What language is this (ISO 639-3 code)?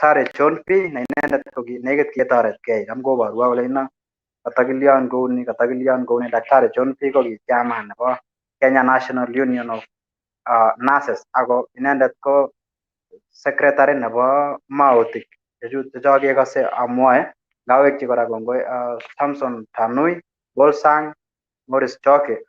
kln